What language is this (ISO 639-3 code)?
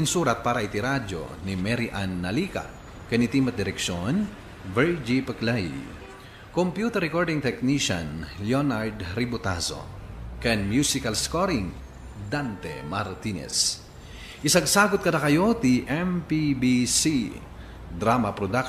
ilo